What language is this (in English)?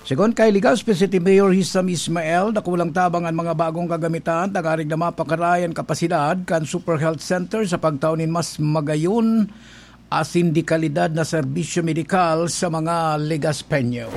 Bikol